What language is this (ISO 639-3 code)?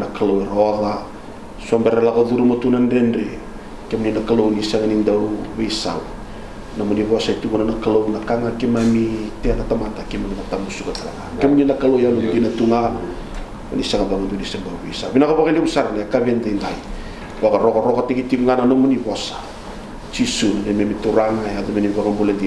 fij